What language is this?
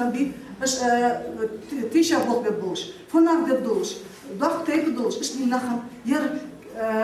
Ingush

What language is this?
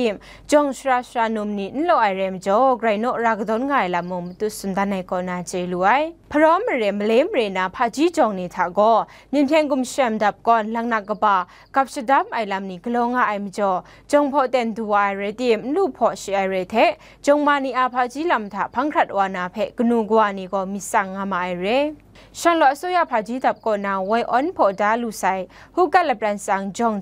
Kachin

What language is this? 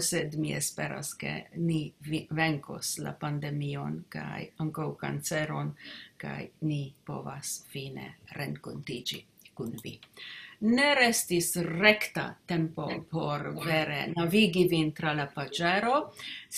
Esperanto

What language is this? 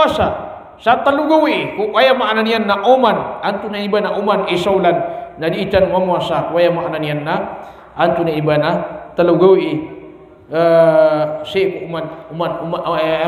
Maranao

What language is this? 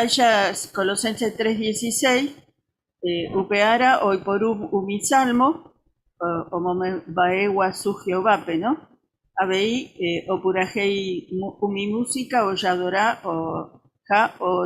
Guarani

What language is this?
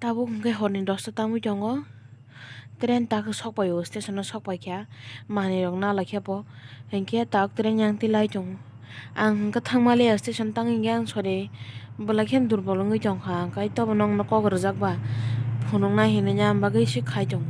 Kok Borok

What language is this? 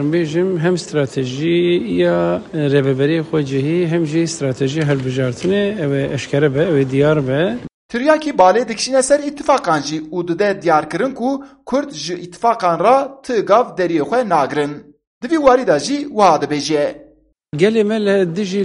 Kurdish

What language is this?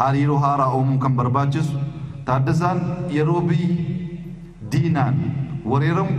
Oromo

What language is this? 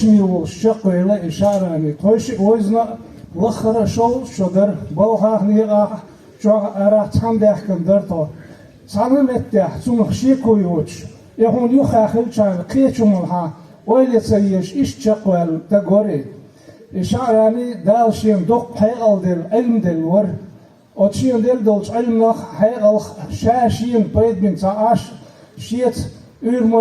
Chechen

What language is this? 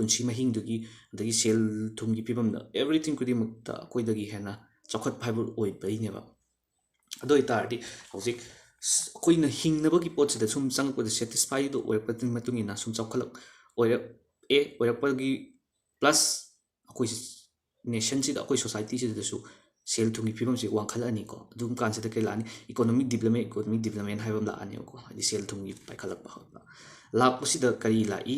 Manipuri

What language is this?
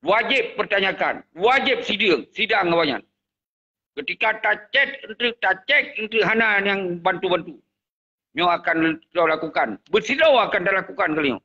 Achinese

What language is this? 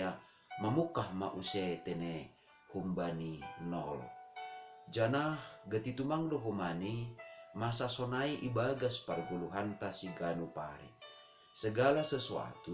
Batak Simalungun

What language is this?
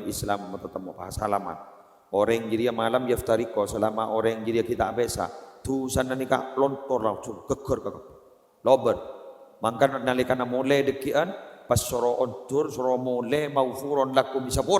Madurese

